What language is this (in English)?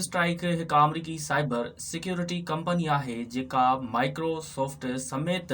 Sindhi